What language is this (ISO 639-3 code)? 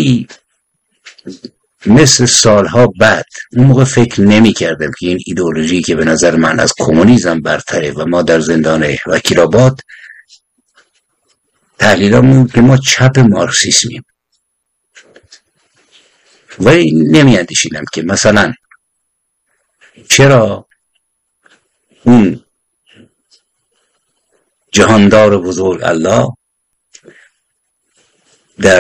fas